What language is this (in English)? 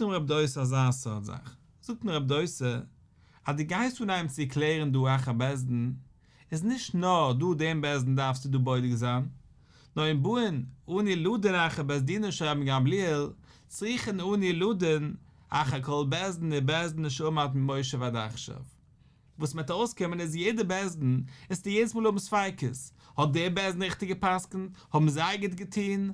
Yiddish